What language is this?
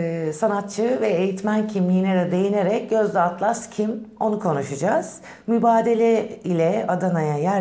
Turkish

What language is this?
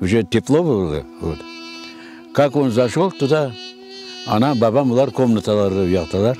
Crimean Tatar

